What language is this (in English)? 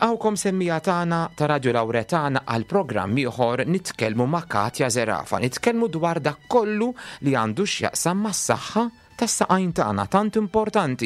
Maltese